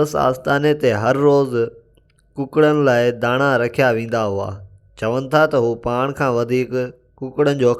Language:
Sindhi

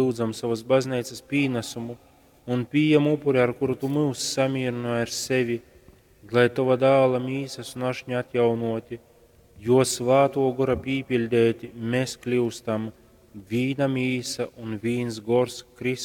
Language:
Latgalian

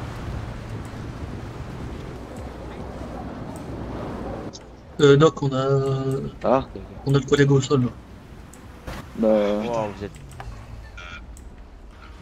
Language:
French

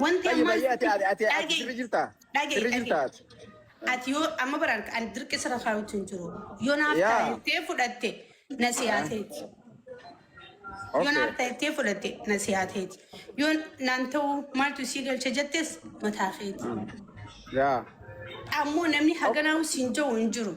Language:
Oromo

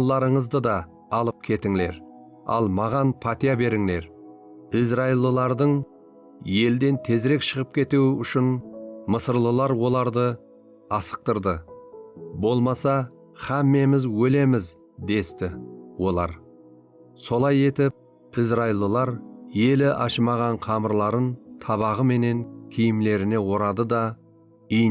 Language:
Kara-Kalpak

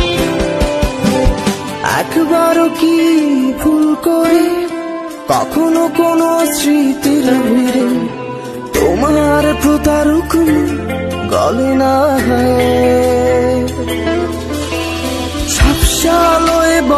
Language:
Bangla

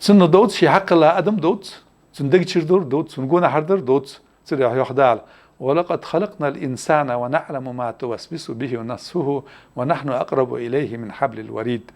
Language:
Ingush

